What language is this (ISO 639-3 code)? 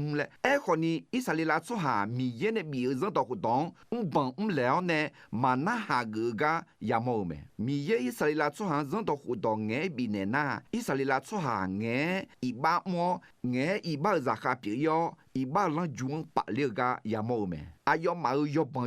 ahk